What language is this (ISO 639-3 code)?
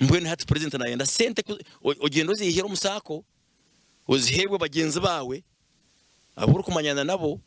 nyn